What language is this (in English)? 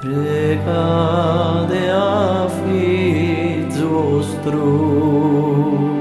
Sardinian